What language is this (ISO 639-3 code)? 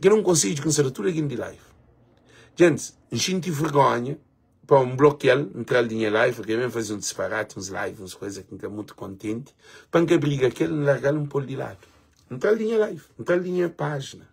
kea